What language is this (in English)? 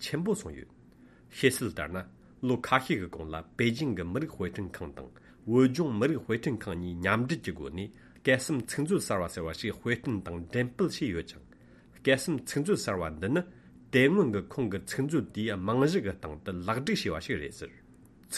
Tibetan